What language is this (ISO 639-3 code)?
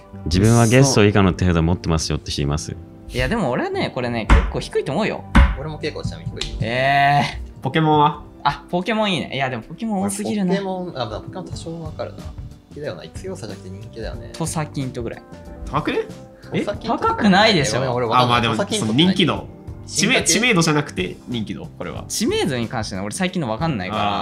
jpn